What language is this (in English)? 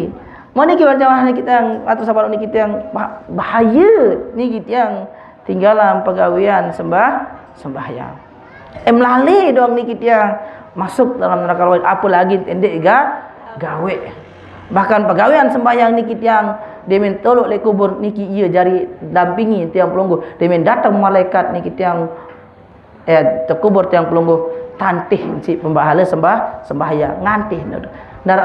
Sasak